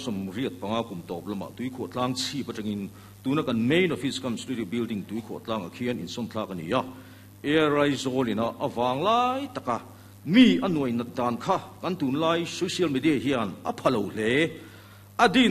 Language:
Mizo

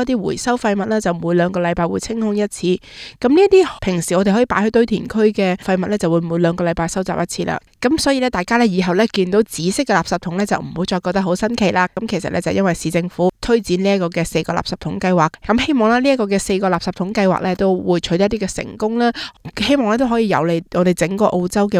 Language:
Cantonese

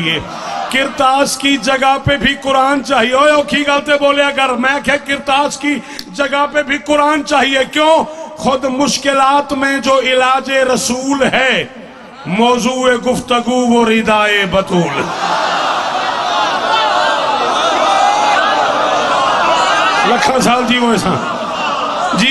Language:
Urdu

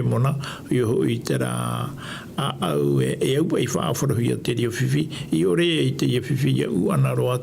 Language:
Tahitian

